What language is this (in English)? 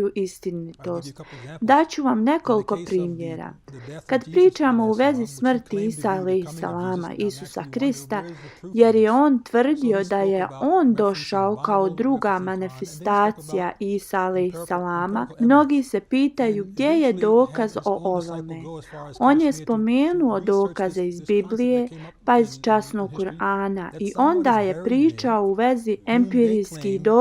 Bosnian